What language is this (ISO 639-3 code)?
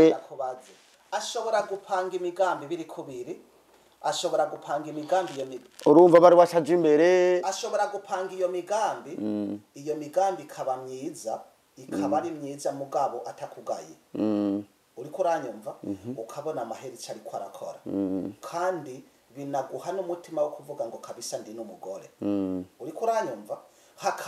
run